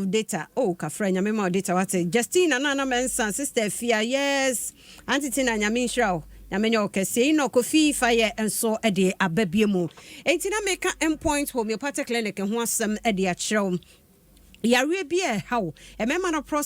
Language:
Akan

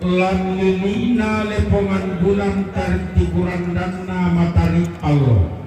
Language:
Toraja-Sa'dan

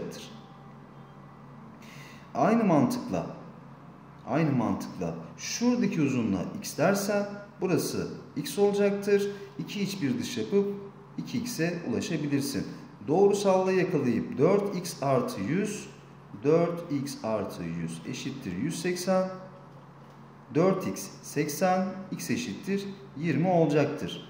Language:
Turkish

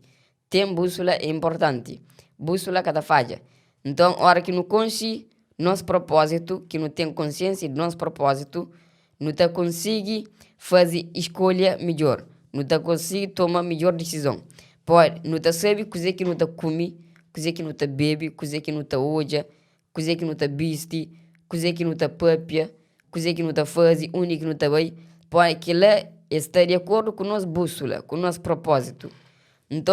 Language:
Kabuverdianu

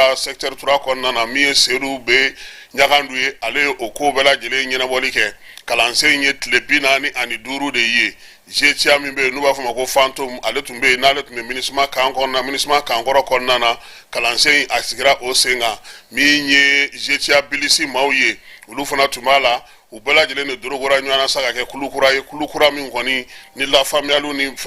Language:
Bambara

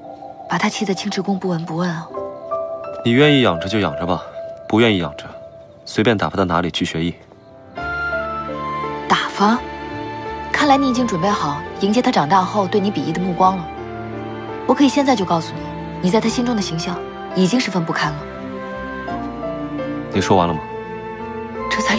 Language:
Chinese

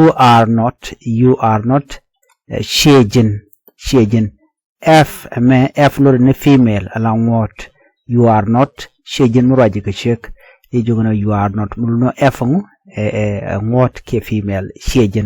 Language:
Nuer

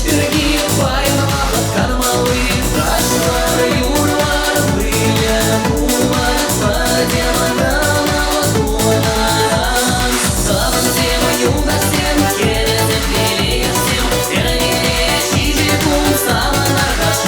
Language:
Chuvash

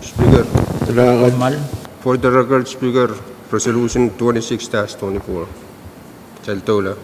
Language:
Pohnpeian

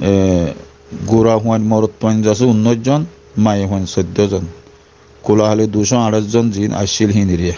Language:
Rohingya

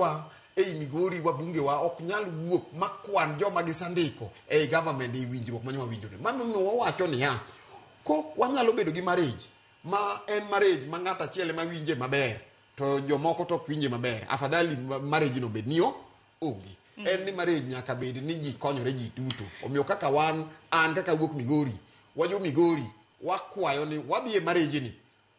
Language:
Luo (Kenya and Tanzania)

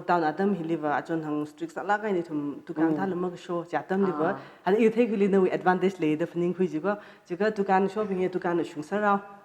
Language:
Tangkhul Naga (India)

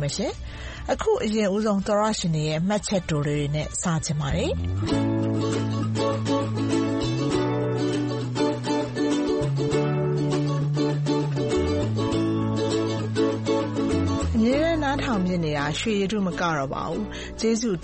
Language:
Burmese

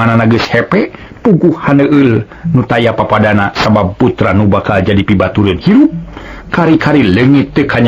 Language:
Sundanese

